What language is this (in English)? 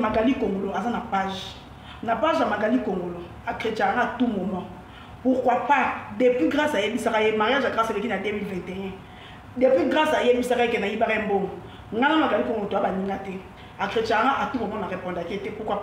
Lingala